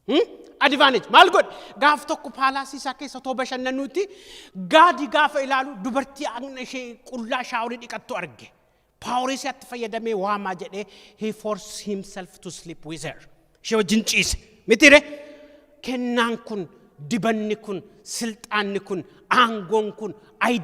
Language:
Oromo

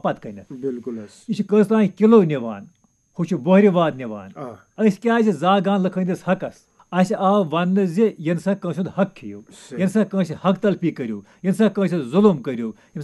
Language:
Kashmiri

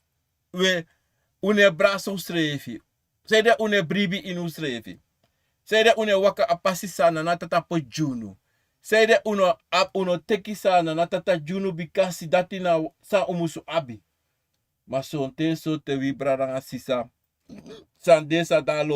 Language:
Sranan Tongo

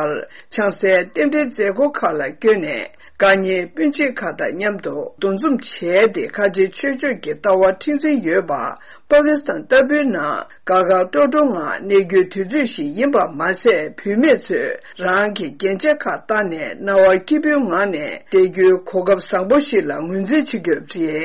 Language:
Tibetan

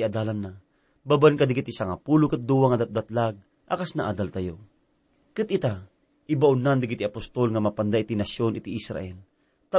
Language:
Iloko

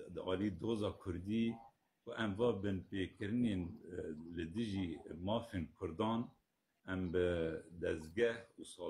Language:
Kurdish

